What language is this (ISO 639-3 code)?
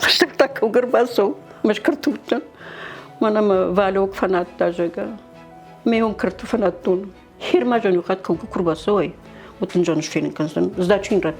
oss